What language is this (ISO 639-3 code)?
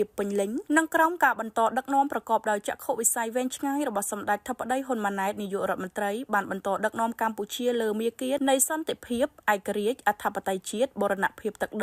khm